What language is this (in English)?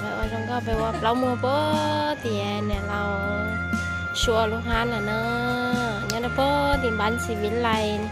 Hmong